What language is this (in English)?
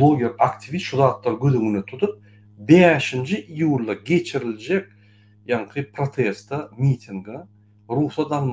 Turkmen